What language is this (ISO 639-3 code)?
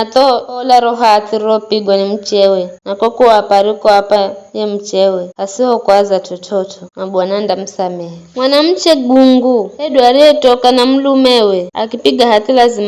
nyf